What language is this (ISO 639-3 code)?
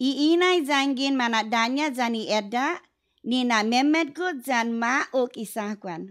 cha